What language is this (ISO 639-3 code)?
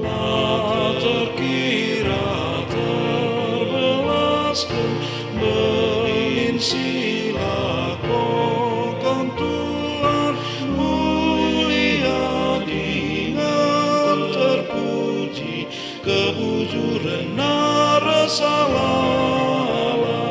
btx